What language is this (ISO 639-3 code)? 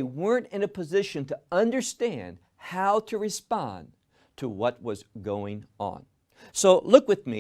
eng